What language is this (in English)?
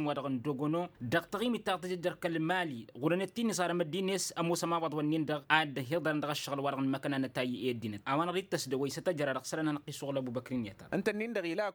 Tamasheq